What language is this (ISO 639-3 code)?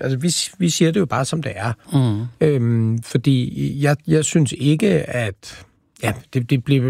dan